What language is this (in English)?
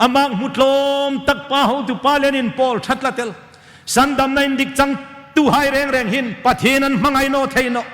Hmar